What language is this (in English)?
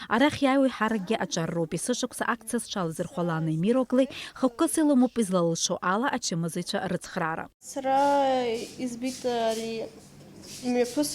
Abkhazian